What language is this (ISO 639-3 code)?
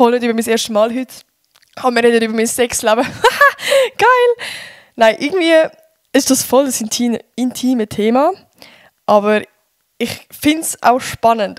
gsw